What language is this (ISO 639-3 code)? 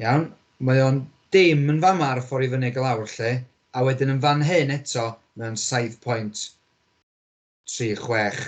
cym